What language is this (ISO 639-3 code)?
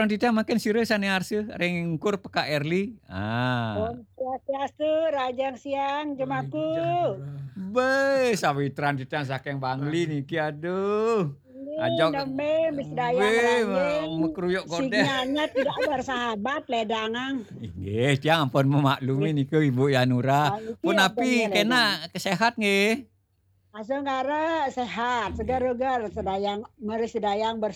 ban